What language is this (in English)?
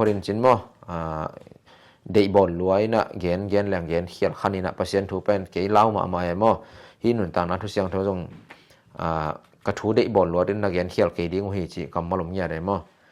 Tedim Chin